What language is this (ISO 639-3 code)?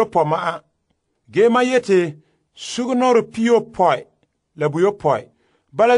gur